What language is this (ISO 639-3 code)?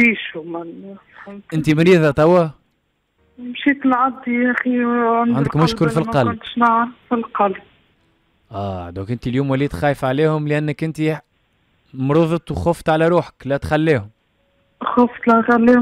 aeb